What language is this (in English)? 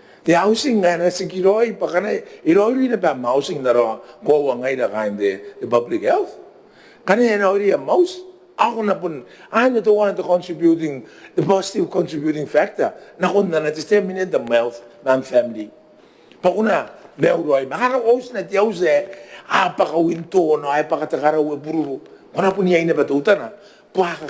Gilbertese